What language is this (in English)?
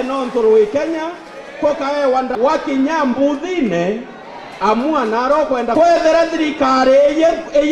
Meru